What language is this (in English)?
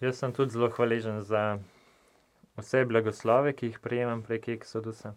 Slovenian